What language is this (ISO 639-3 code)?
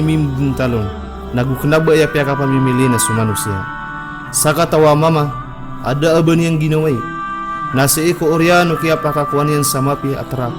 mrw